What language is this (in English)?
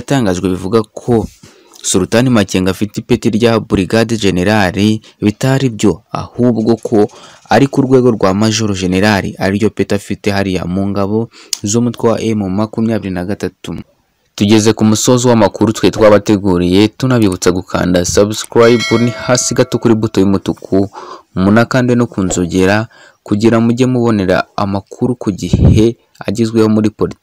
Kinyarwanda